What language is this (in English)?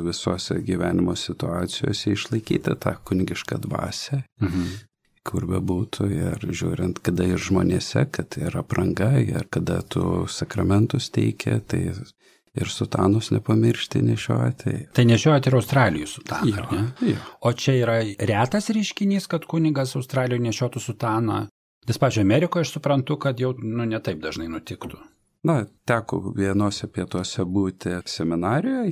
Lithuanian